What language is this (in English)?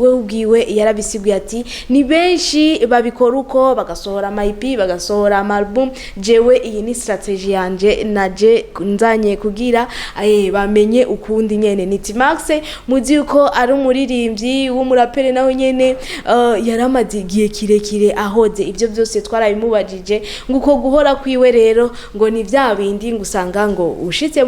Rundi